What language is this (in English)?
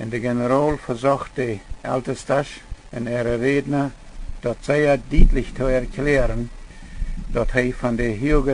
Plautdietsch